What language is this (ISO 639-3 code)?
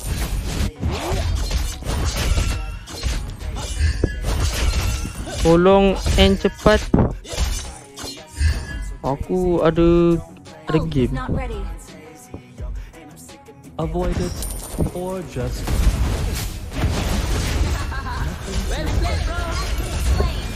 msa